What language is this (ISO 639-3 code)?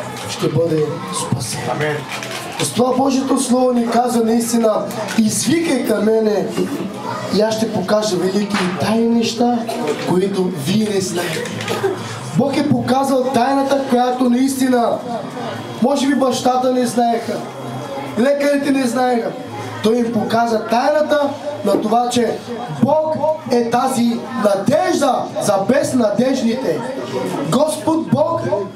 bul